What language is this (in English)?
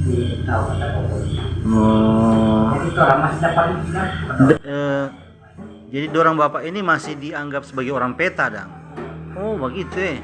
Manado Malay